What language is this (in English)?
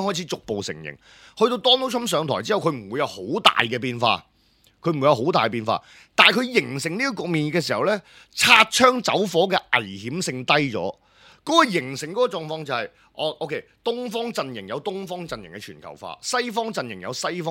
Cantonese